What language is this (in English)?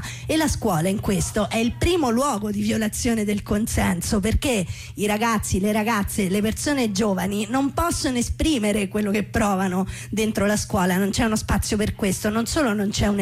Italian